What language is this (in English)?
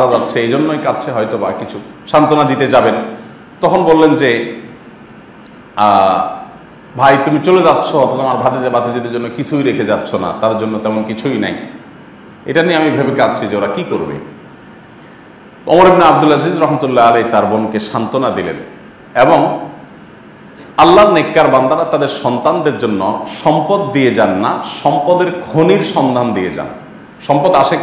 Bangla